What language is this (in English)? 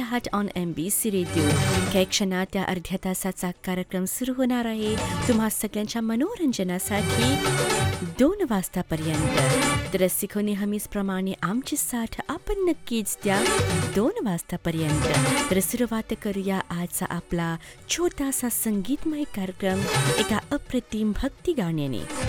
Marathi